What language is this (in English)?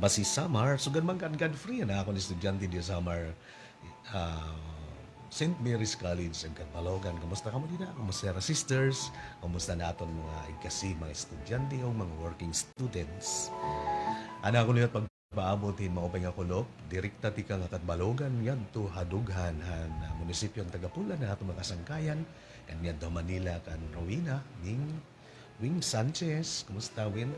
Waray